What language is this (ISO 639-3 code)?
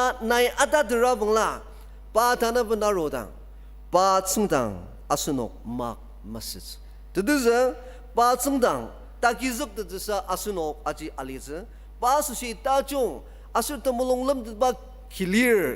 njo